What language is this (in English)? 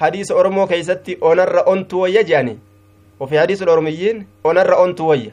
Somali